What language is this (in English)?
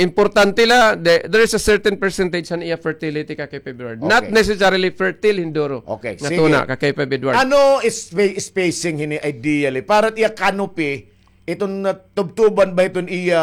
Waray